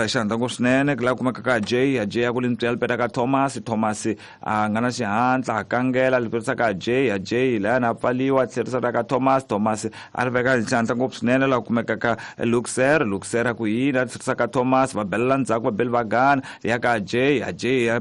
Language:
Tsonga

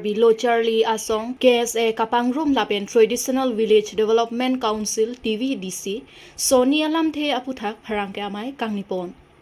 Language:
Karbi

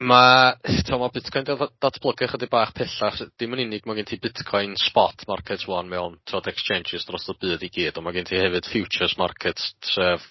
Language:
Welsh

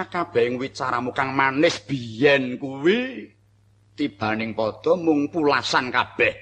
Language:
Javanese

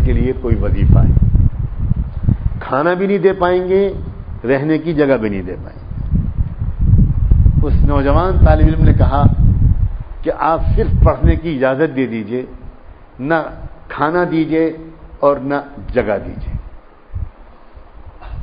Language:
Urdu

